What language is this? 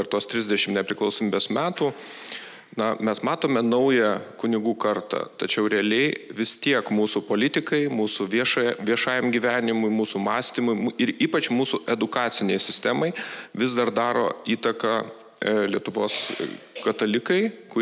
Lithuanian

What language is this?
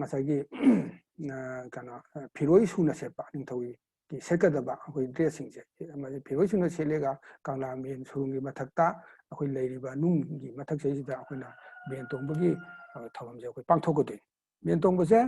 Manipuri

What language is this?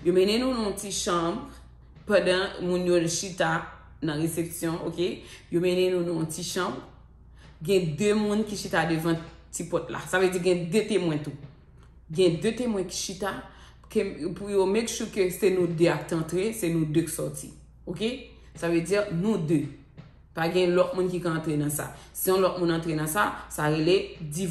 Haitian Creole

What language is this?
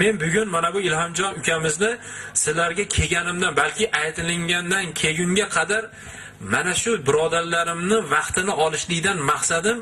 Uzbek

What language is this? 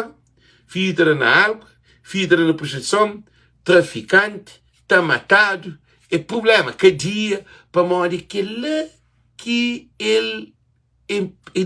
Kabuverdianu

